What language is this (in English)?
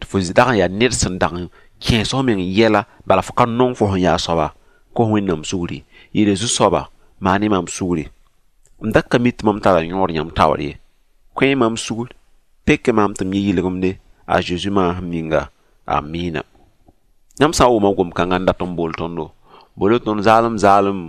Mossi